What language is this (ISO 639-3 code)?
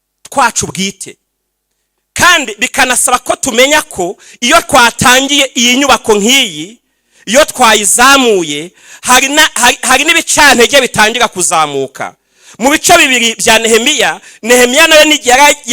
kin